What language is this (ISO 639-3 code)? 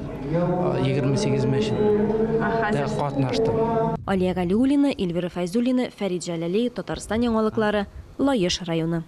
tat